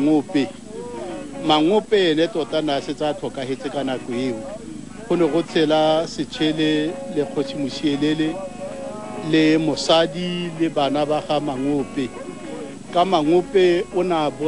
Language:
Tswana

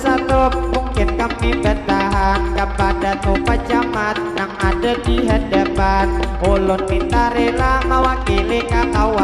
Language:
Banjar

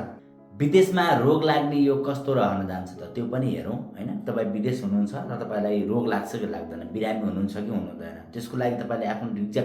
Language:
Nepali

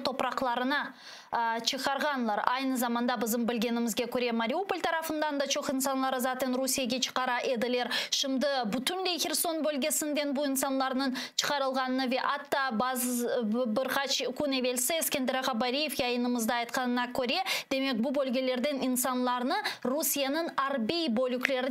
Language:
Crimean Tatar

